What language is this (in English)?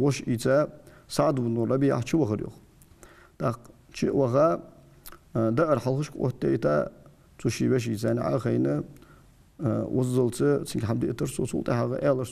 Ingush